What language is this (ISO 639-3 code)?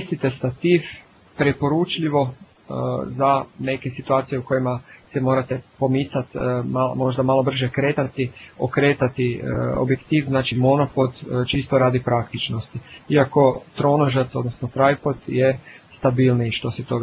hrv